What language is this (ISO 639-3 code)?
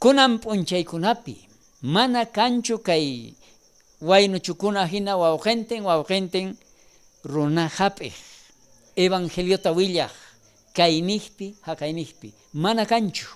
quh